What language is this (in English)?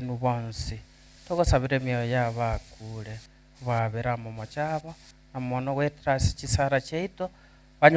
Gusii